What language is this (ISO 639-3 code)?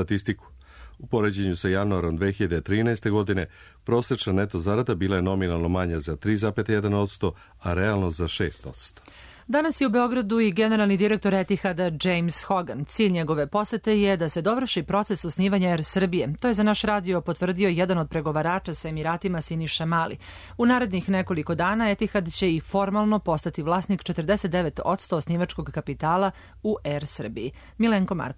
srp